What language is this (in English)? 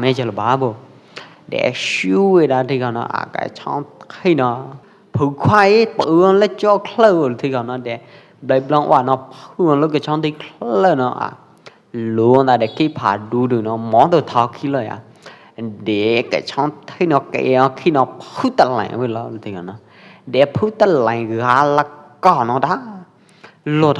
Pwo Eastern Karen